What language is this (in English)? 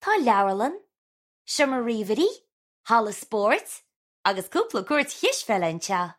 Irish